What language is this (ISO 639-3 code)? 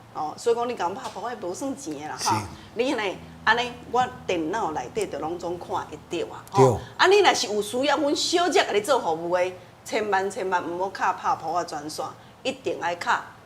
nan